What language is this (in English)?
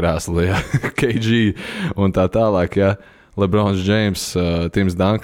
Latvian